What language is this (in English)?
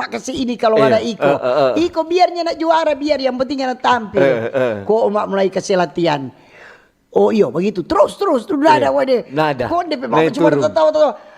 Manado Malay